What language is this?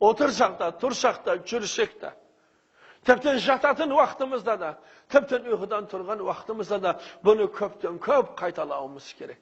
Kazakh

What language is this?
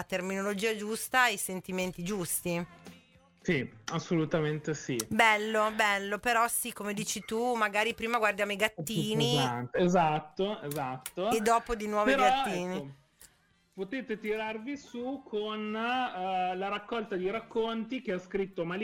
Italian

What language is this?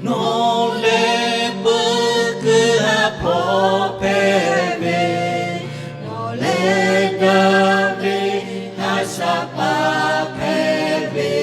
Lahu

